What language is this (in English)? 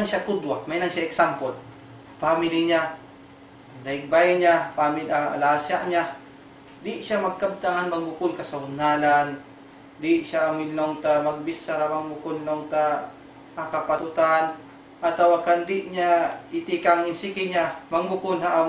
Tausug